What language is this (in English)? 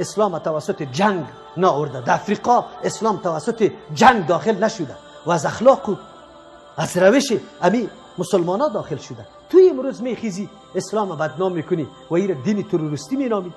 Persian